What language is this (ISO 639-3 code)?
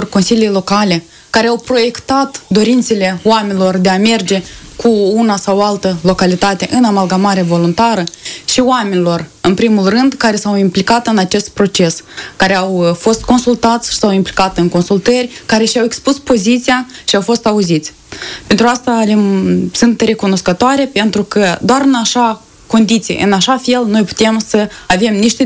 ron